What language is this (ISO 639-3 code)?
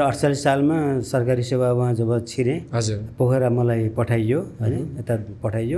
nep